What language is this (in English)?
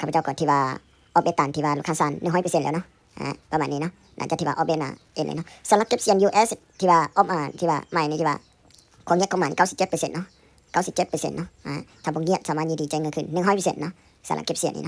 Lao